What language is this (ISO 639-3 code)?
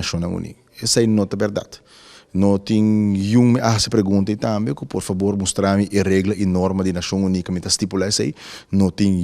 pap